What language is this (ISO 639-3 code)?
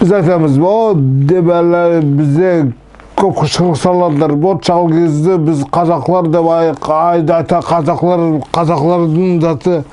nog